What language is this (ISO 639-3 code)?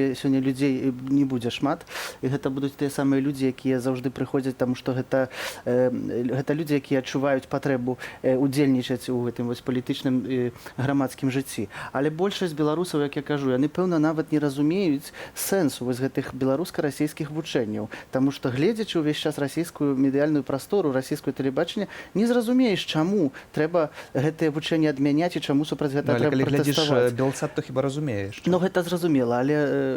bel